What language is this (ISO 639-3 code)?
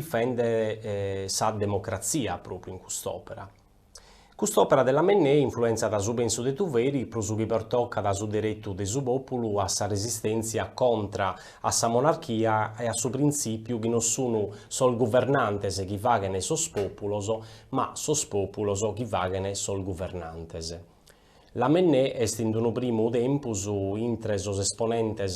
srd